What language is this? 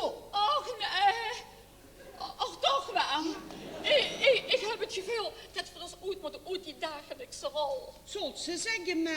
Limburgish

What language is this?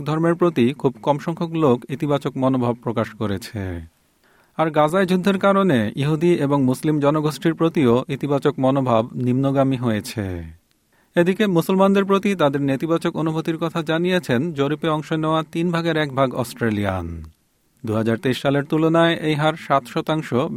Bangla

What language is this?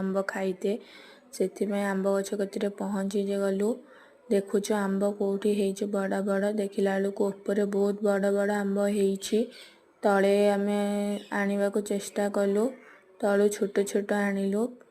Odia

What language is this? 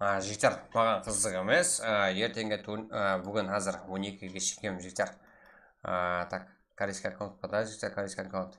Kara-Kalpak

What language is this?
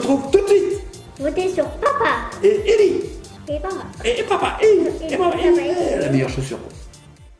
French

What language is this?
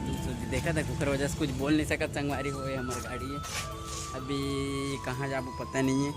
Chhattisgarhi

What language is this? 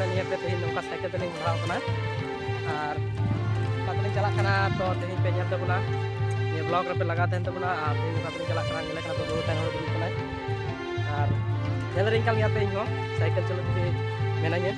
Santali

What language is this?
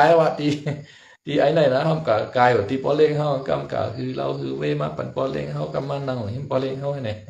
Shan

